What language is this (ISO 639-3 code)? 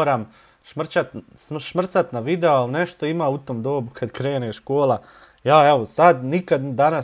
bos